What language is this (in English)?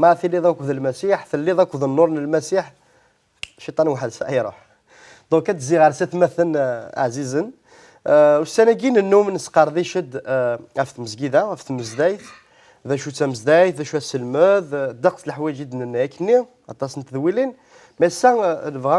Kabyle